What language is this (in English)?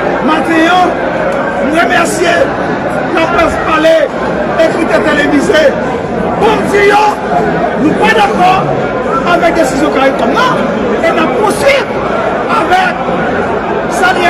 Haitian Creole